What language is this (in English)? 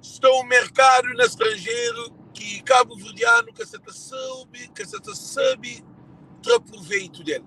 Kabuverdianu